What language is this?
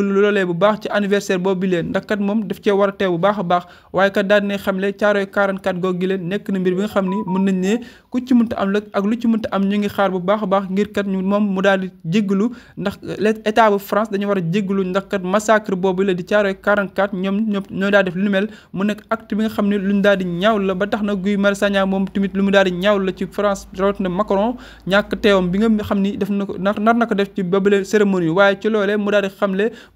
Wolof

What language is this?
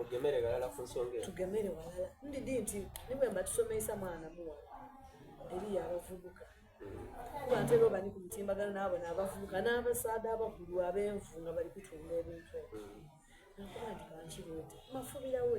Soga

